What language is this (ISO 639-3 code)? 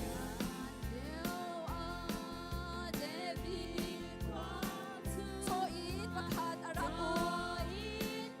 cnh